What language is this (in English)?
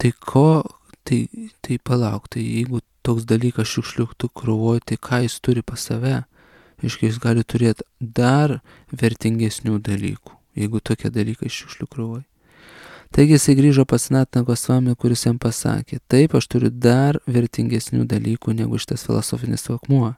Lithuanian